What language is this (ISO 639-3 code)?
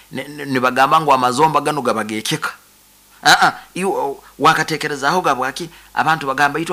nyo